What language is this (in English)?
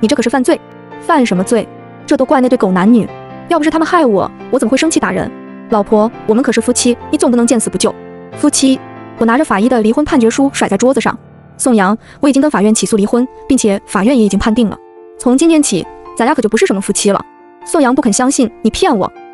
Chinese